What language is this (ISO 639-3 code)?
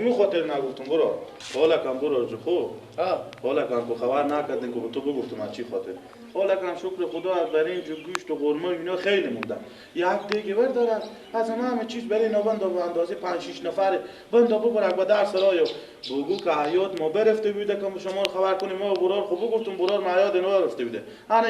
fas